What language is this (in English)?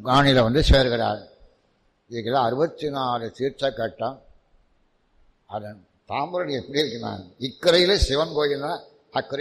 Tamil